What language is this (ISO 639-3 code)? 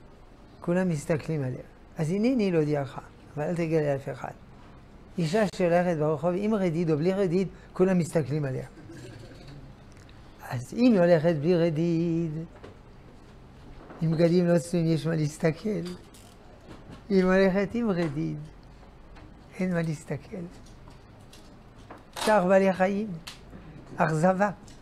heb